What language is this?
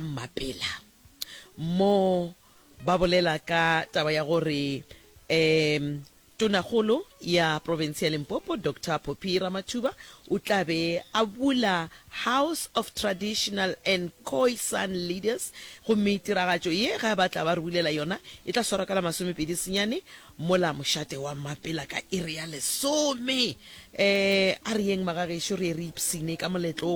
Northern Sotho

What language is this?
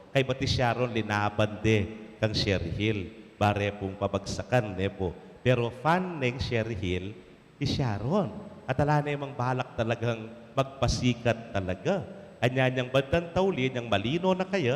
Pampanga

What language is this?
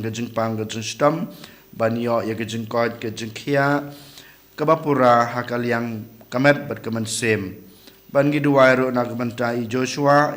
Khasi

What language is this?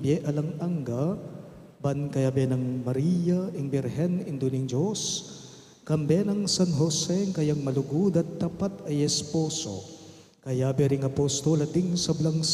Pampanga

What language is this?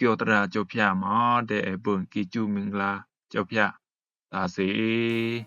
Rumai Palaung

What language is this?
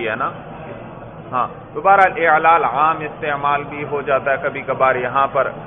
Urdu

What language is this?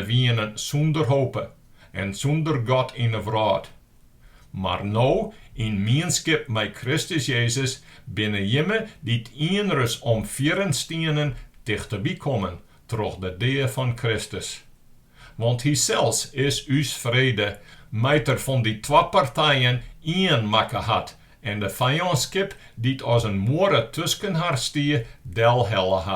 Western Frisian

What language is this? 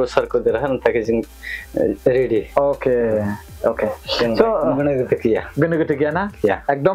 Bodo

